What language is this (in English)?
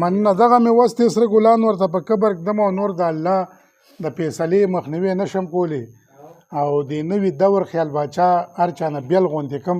Pashto